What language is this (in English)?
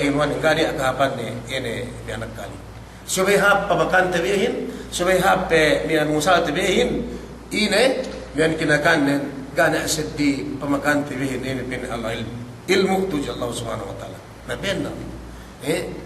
Yakan